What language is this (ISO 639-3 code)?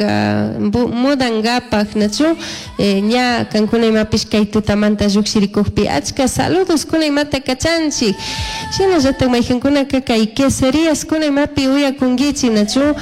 qug